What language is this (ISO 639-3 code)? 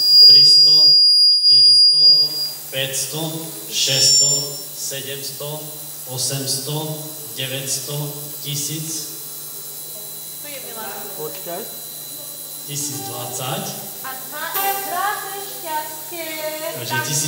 slk